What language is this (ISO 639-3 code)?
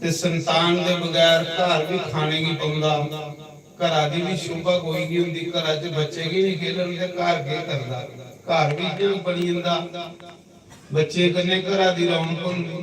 doi